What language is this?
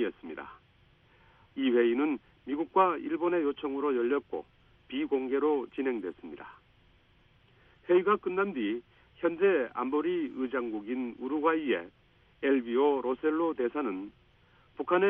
Korean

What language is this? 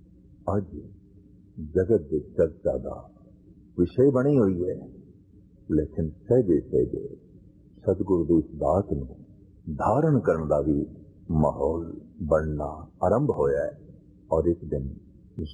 Punjabi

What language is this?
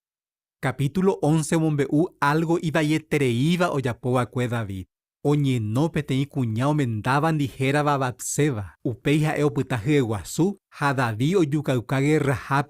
Guarani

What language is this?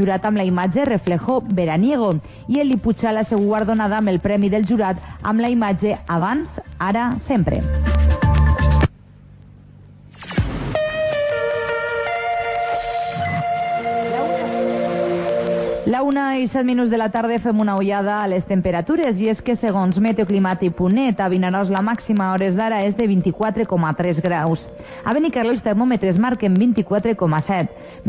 Catalan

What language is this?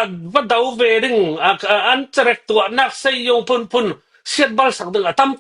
Hakha Chin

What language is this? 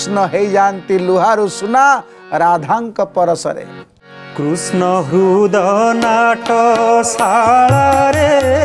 Odia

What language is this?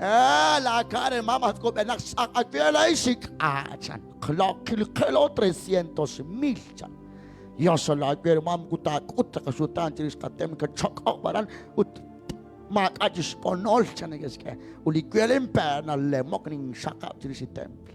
Kekchí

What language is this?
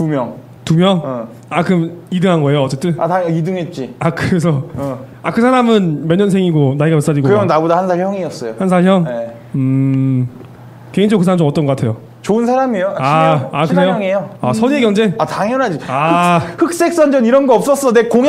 Korean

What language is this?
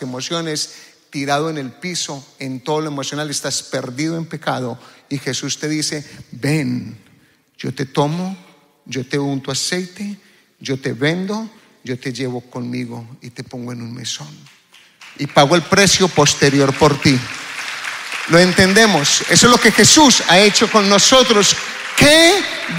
Spanish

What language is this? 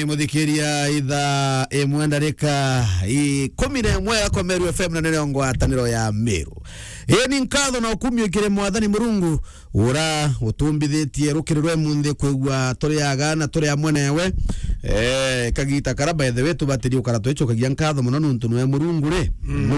Meru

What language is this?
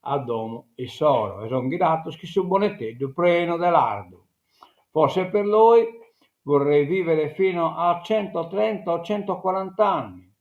Sardinian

